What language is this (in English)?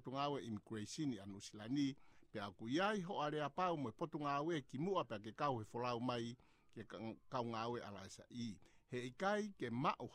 Tongan